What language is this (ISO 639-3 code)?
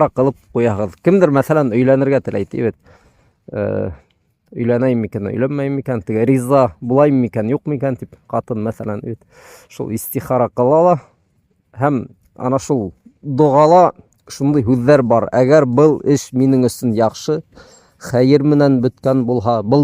bak